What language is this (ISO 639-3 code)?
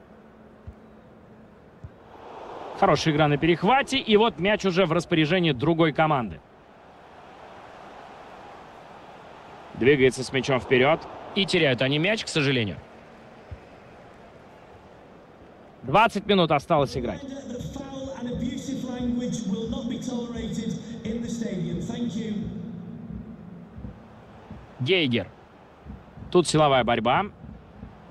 rus